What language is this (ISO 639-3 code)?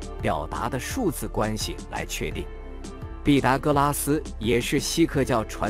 zho